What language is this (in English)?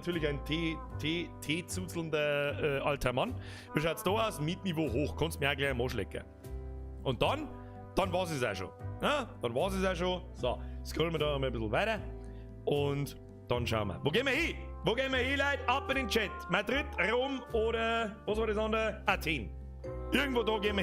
Bavarian